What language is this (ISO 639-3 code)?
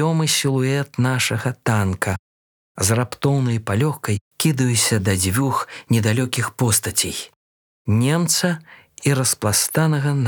bel